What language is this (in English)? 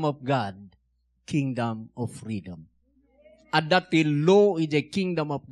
Iloko